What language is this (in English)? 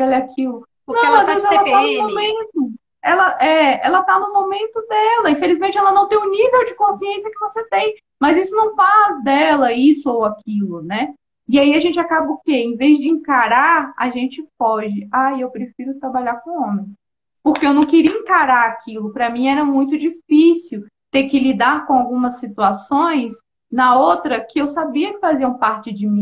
Portuguese